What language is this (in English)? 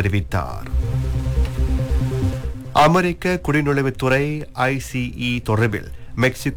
Tamil